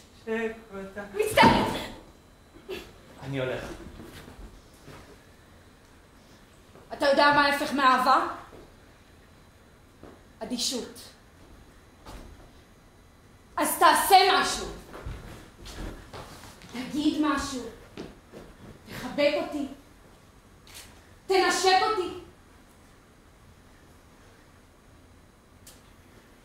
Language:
Hebrew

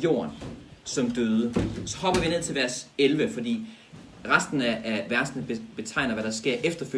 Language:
Danish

